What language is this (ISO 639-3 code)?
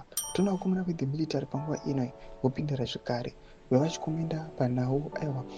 sna